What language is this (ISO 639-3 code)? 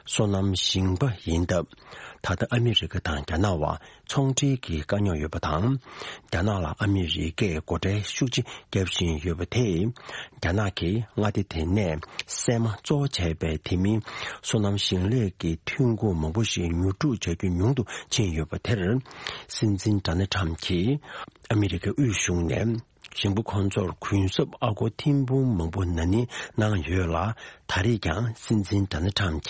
bod